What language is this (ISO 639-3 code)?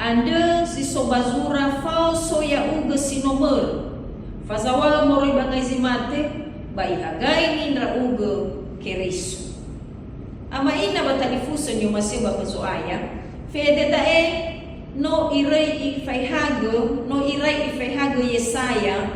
nia